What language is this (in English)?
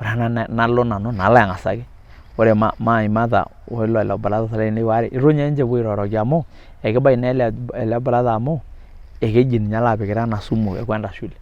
Masai